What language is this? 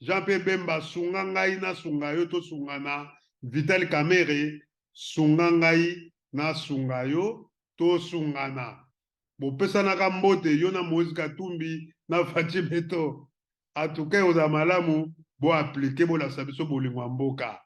Lingala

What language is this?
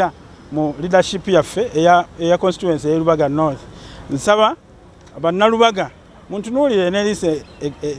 Ganda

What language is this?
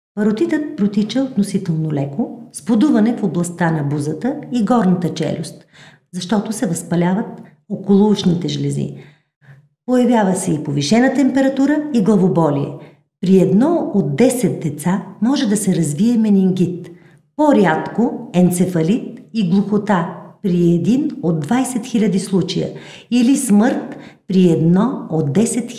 Bulgarian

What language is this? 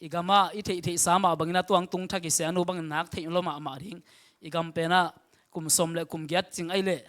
Tedim Chin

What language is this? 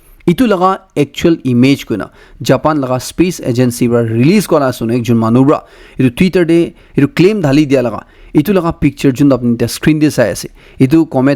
Naga Pidgin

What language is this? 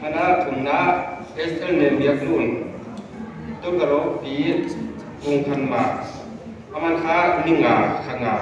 Paite Chin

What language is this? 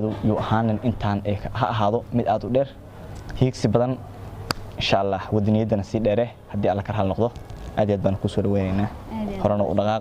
Somali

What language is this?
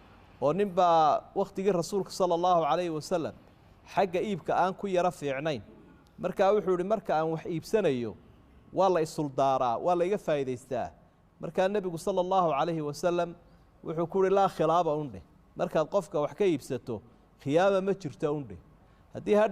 Somali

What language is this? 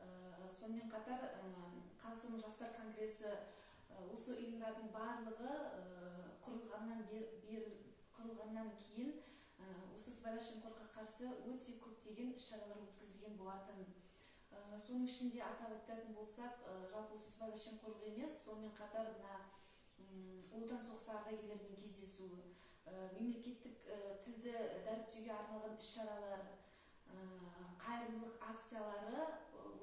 Kazakh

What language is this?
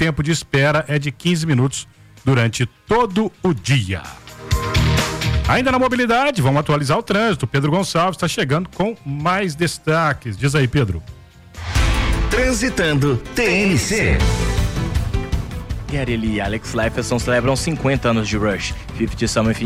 Portuguese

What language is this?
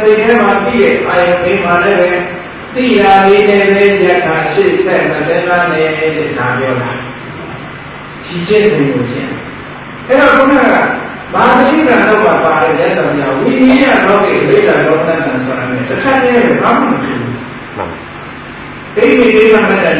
Burmese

